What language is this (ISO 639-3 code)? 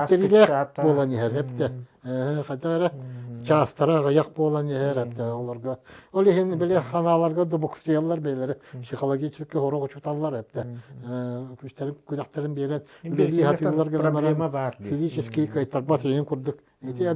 sah